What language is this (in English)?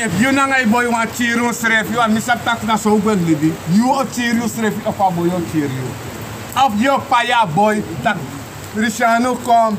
Sranan Tongo